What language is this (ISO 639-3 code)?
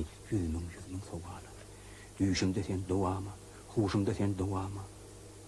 tuk